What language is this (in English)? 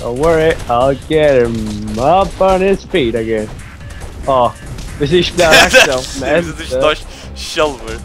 Faroese